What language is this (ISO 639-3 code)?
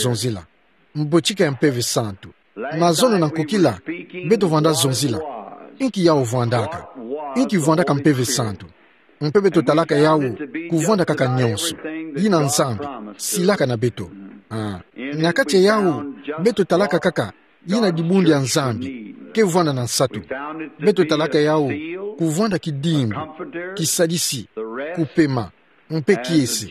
ktu